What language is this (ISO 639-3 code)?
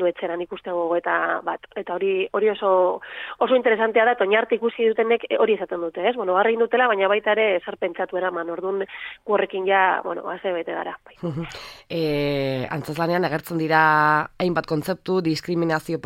eus